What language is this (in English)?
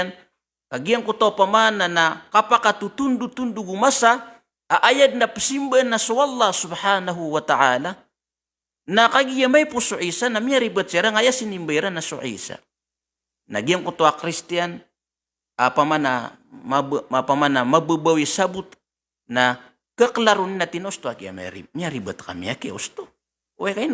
Maranao